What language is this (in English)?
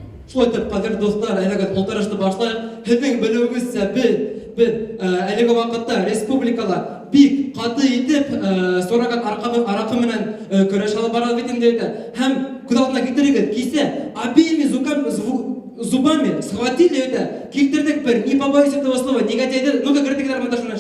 Bashkir